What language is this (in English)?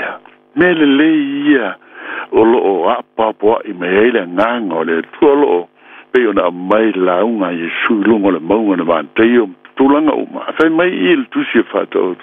Samoan